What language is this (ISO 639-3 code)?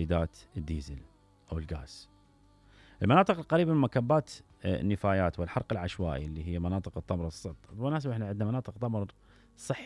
acm